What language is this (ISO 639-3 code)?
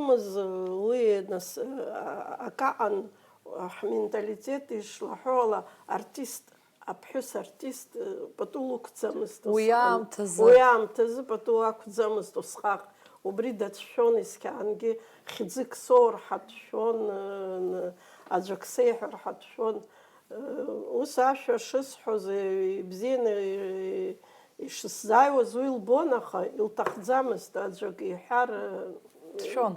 abk